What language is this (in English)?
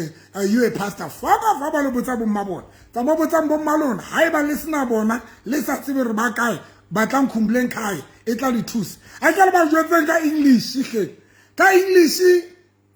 Southern Sotho